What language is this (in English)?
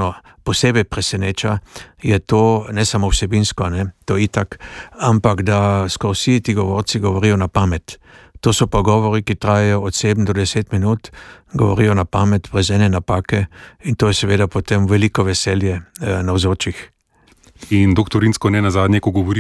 Slovenian